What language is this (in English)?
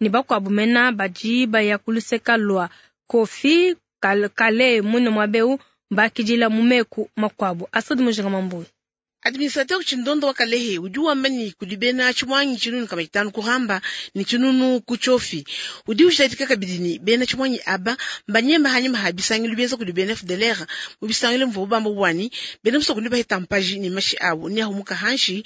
Luba-Lulua